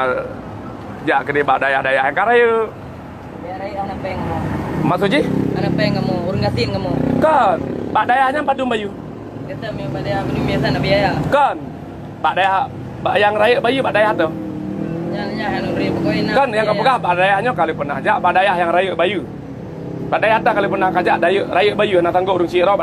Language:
Achinese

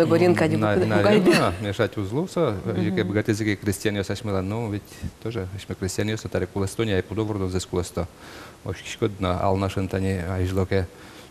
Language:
Udmurt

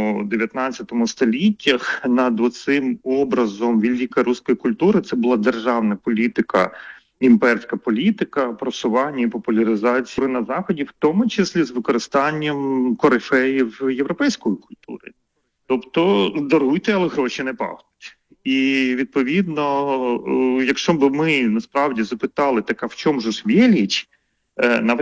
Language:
Ukrainian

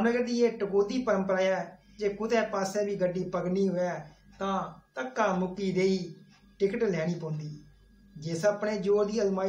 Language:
Dogri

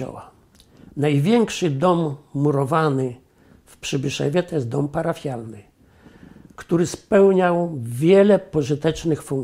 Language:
Polish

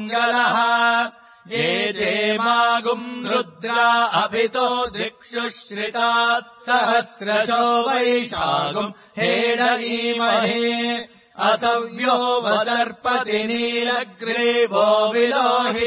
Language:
Sanskrit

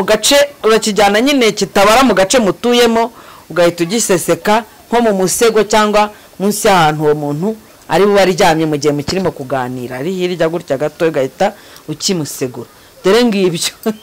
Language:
Kinyarwanda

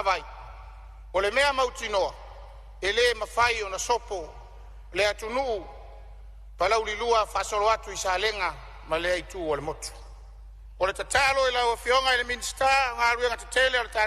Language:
Samoan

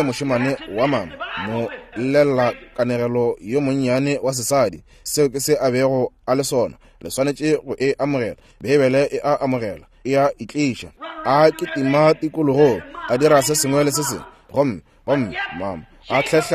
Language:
Northern Sotho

